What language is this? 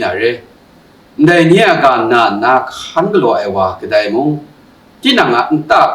Kachin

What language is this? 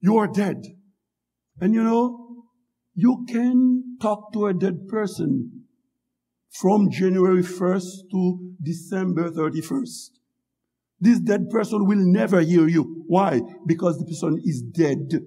Haitian Creole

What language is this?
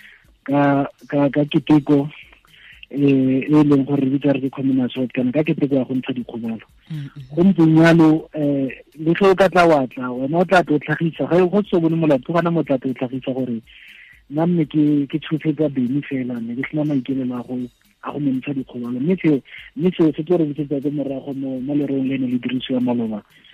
Tswana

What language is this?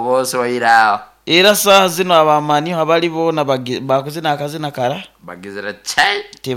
Nyoro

